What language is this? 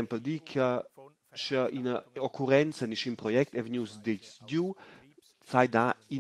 Romansh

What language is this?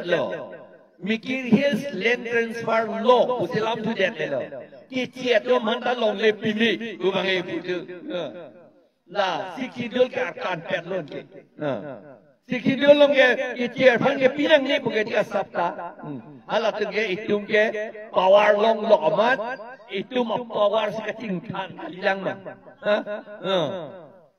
Karbi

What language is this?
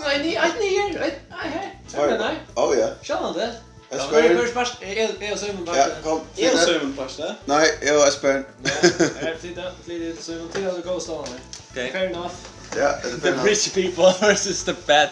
Faroese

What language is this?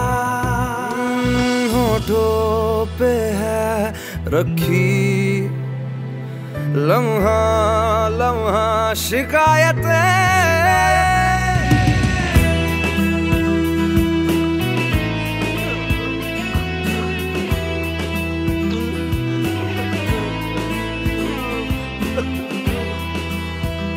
Hindi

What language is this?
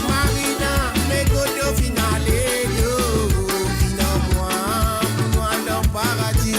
Morisyen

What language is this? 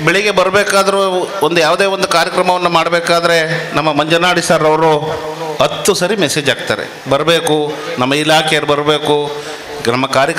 Kannada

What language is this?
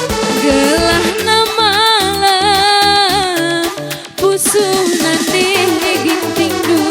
Batak Karo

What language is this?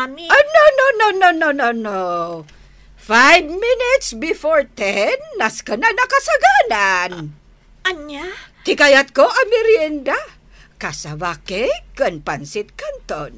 Iloko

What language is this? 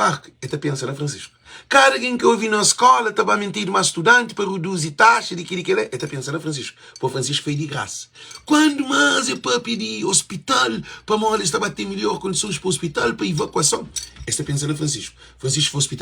Kabuverdianu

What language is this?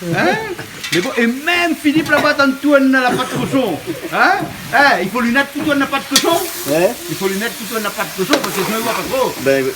Réunion Creole French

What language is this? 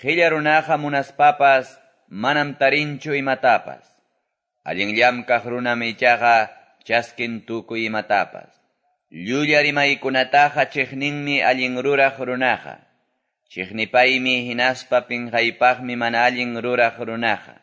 Quechua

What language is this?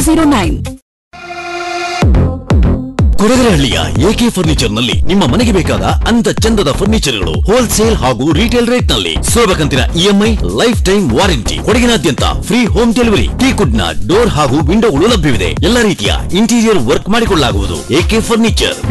Kannada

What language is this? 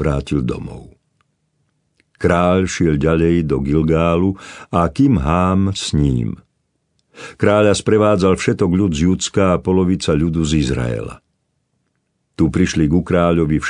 Slovak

